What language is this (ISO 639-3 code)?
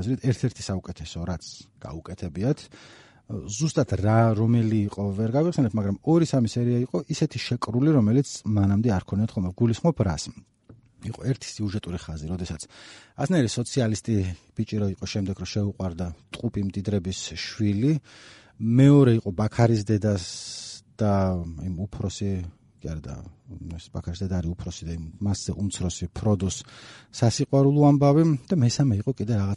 kat